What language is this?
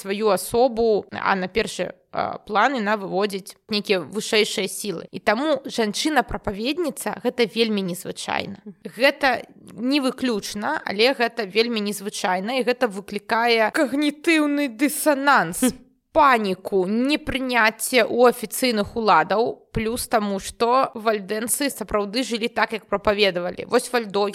Belarusian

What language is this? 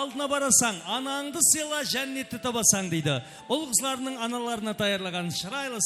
Kara-Kalpak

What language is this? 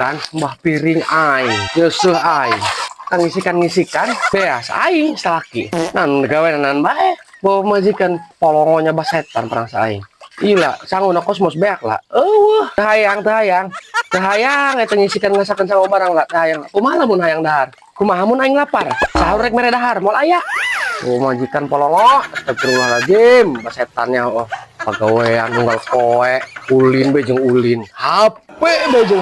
Sundanese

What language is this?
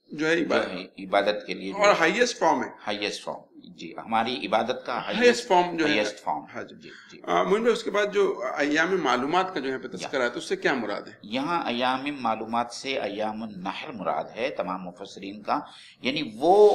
Urdu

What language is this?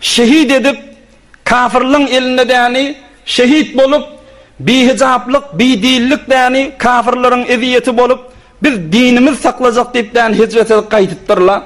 Turkmen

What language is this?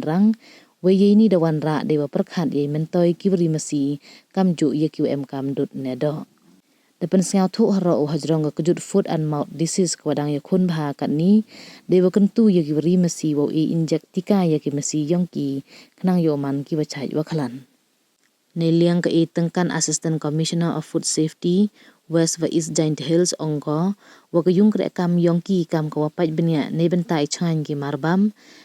Pnar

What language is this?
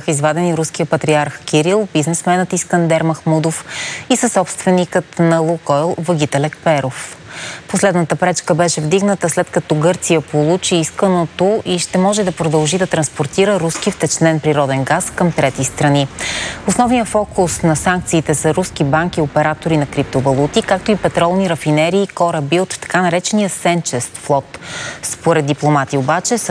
Bulgarian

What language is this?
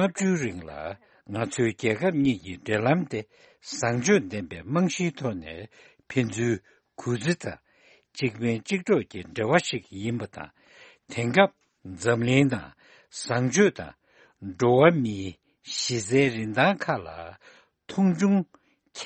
Tibetan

